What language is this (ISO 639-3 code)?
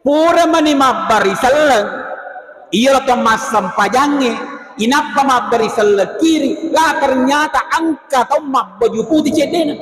bug